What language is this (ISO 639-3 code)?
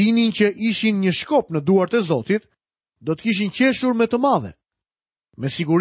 sqi